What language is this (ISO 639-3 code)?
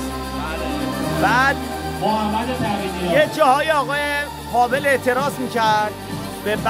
fas